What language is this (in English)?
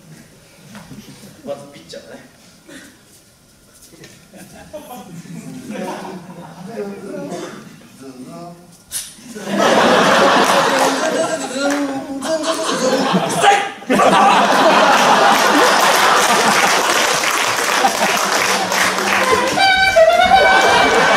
Japanese